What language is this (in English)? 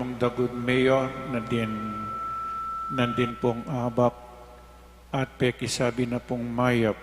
Pampanga